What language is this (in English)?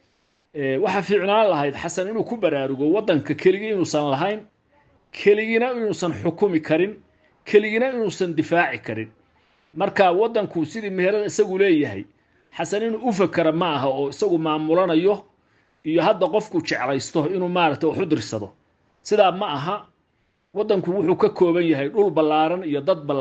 Somali